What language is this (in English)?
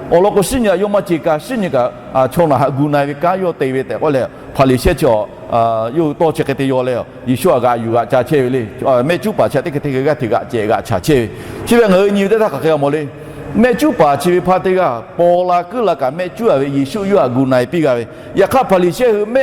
Lahu